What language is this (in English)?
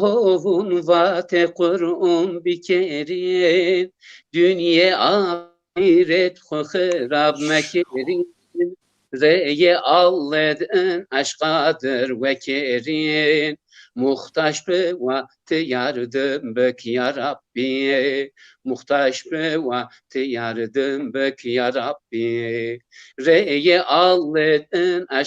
Zaza